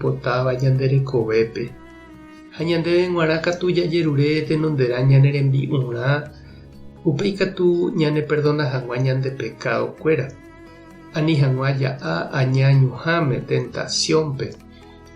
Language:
Guarani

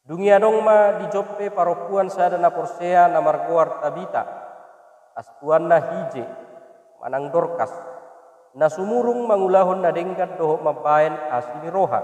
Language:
Batak Toba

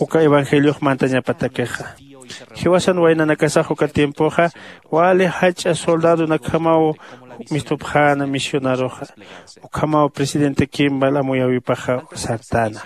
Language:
Aymara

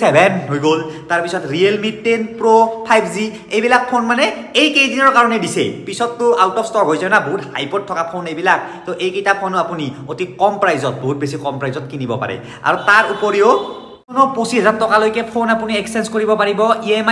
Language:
Assamese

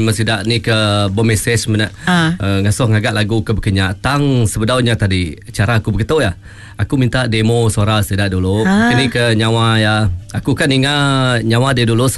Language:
Iban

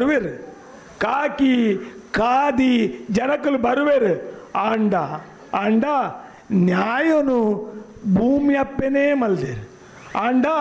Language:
Tulu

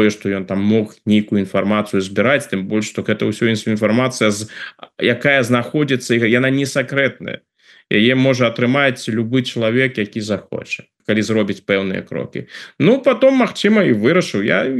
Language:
Belarusian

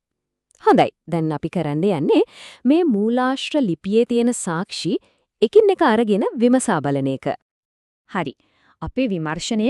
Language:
Sinhala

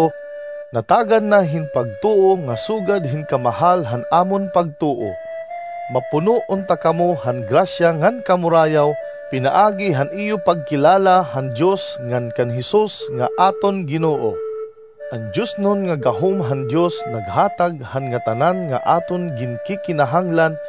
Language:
Waray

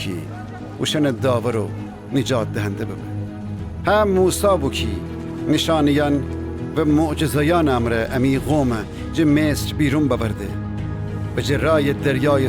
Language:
Gilaki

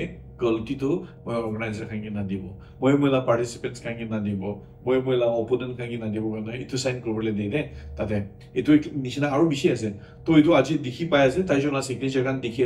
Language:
Naga Pidgin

